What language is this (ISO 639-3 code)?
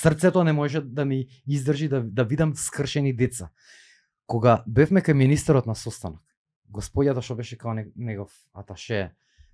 mkd